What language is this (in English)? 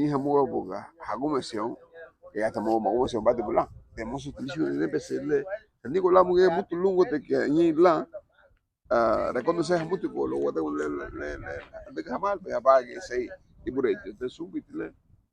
Garifuna